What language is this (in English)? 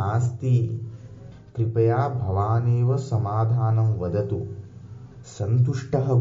Sanskrit